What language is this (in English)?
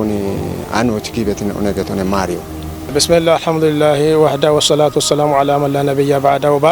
Kafa